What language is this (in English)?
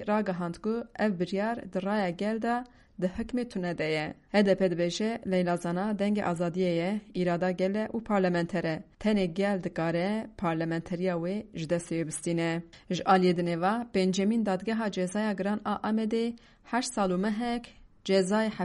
Kurdish